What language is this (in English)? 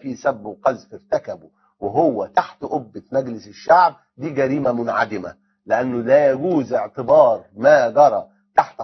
Egyptian Arabic